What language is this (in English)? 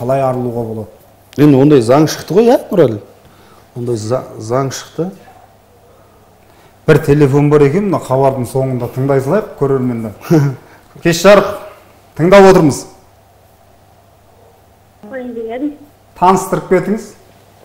Kazakh